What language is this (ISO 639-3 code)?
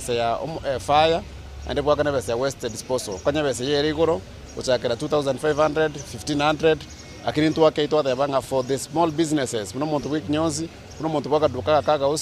guz